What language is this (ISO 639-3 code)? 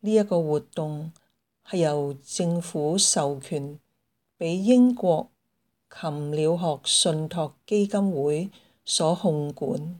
yue